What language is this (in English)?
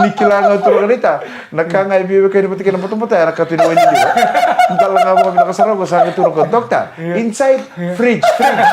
Fijian